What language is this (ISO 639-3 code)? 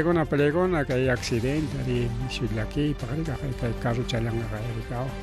quy